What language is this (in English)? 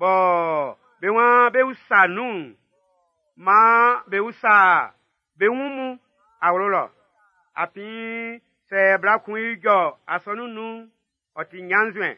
Baoulé